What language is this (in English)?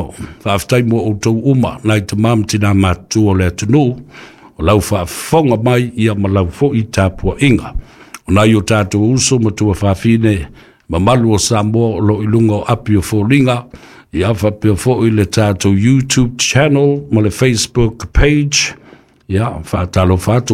Samoan